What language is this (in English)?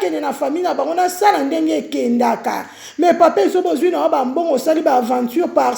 Lingala